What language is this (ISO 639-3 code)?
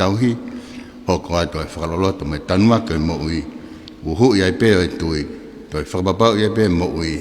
ton